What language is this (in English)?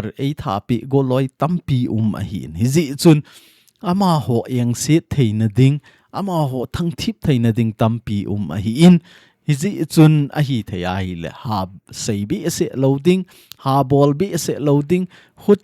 Thado Chin